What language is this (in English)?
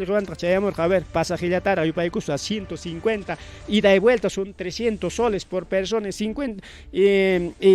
Ayacucho Quechua